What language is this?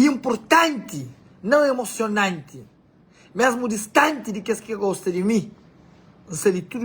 Kabuverdianu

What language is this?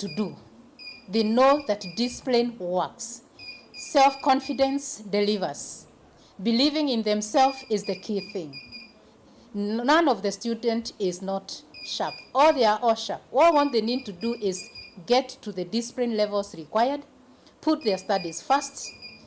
Kamba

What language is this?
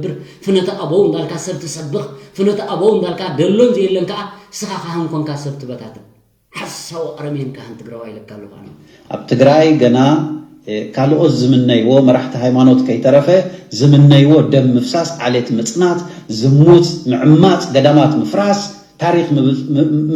Tigrinya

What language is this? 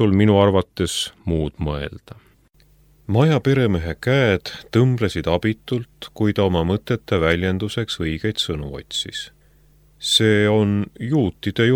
Estonian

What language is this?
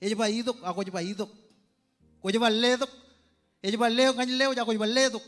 Marshallese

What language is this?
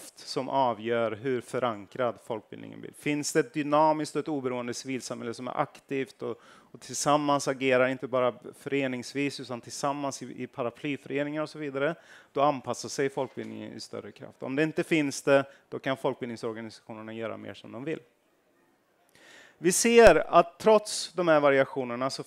Swedish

